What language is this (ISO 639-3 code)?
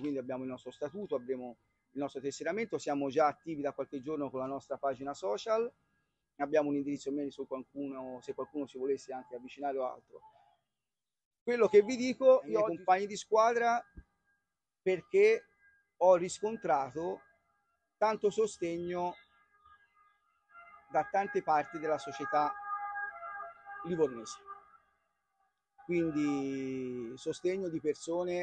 ita